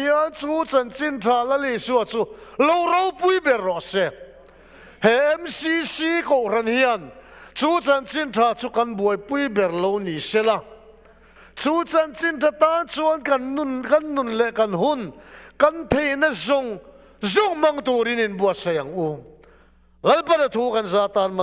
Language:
Mizo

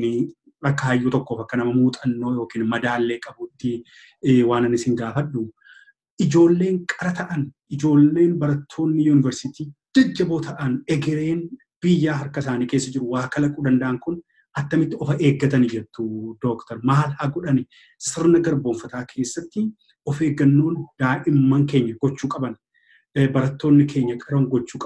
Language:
Oromo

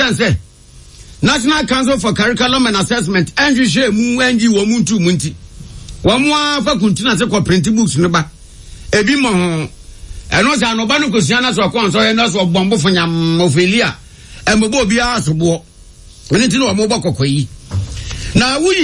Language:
Akan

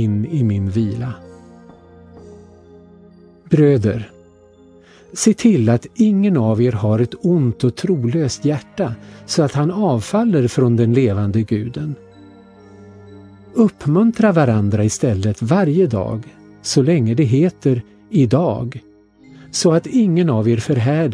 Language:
Swedish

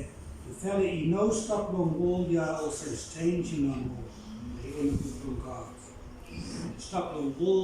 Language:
Bislama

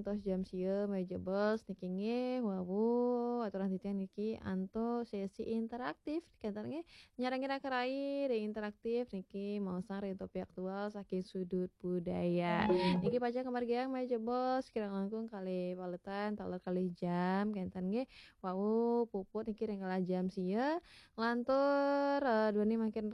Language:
Balinese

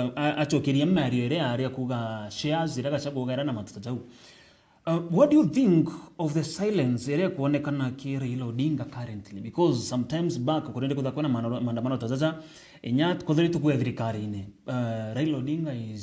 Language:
Meru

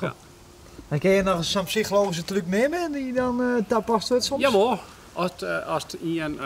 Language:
Western Frisian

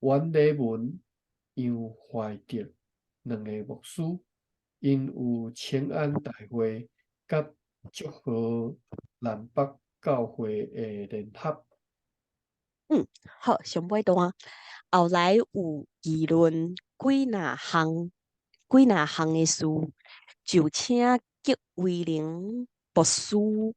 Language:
Min Nan Chinese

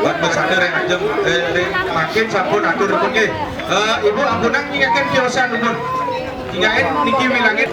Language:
Balinese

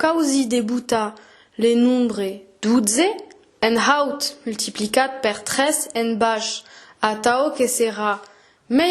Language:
Occitan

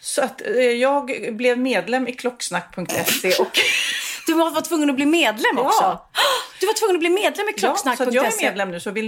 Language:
Swedish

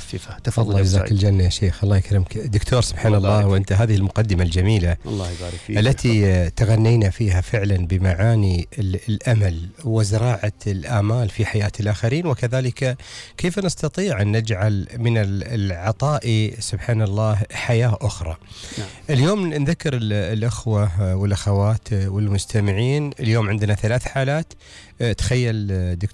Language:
Gulf Arabic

